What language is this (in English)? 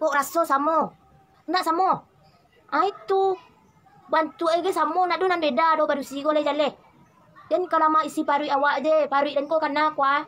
Minangkabau